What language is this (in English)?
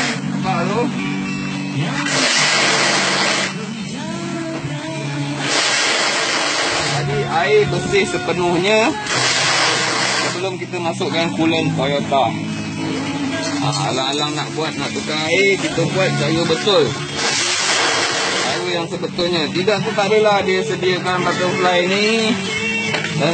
Malay